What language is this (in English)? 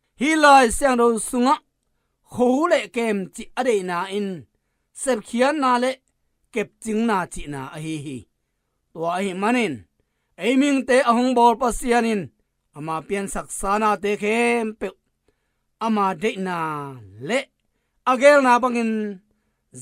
Tedim Chin